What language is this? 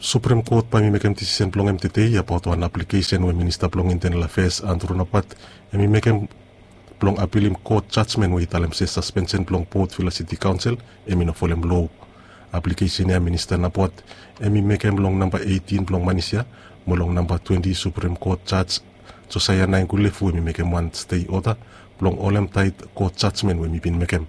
Bislama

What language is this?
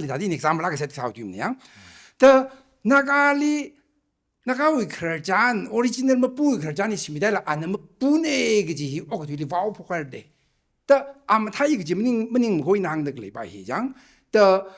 Tangkhul Naga (India)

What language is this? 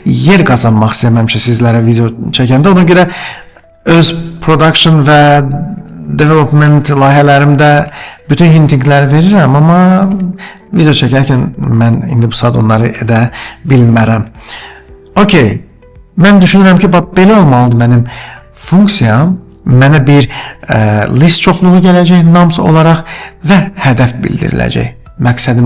Azerbaijani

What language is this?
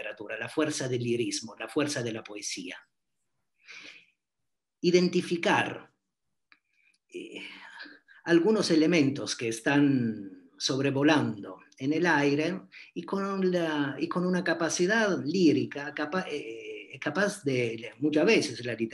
Spanish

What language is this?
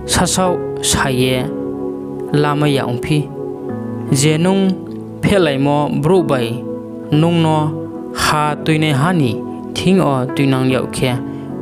Riang (India)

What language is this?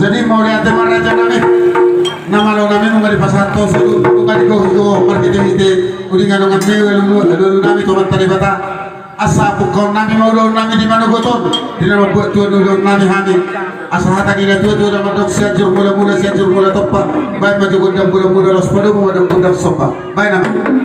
Batak Toba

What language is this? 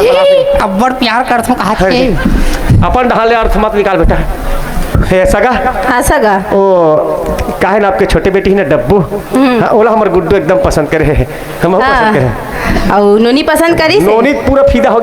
Chhattisgarhi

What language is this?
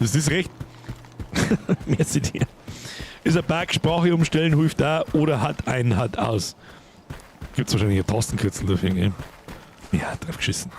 Bavarian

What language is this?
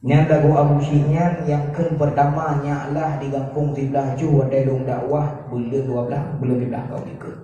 Achinese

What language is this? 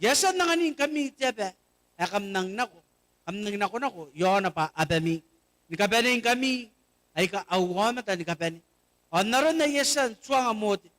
Gilbertese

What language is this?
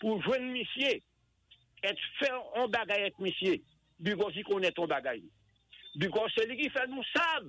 Saint Lucian Creole French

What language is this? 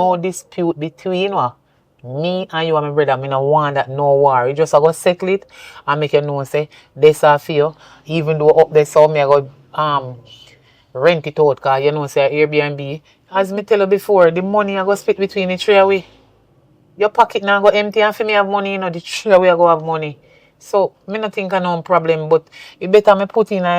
Jamaican Creole English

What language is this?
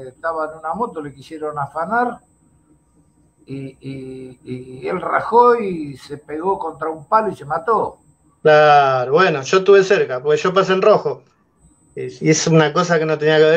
Spanish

